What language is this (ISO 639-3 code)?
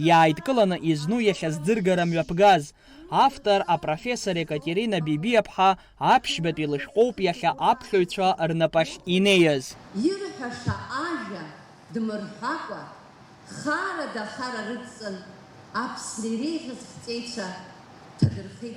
abk